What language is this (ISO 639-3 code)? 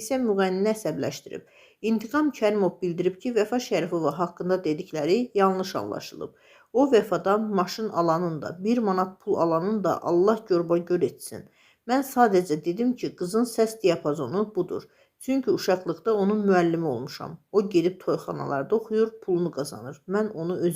aze